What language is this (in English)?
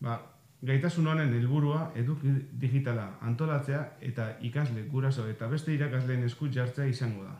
Basque